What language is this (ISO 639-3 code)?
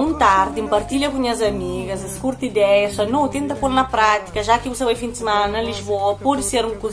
kea